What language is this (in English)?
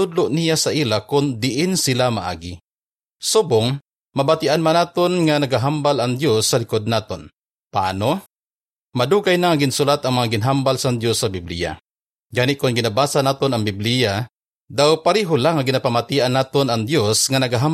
Hiligaynon